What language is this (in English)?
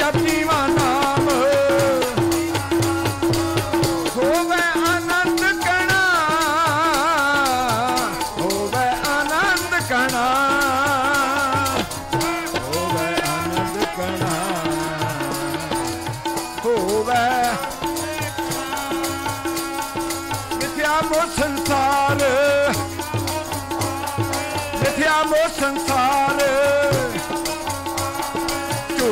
Punjabi